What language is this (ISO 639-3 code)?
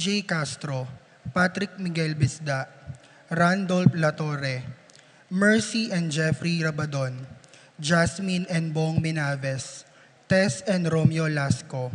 pam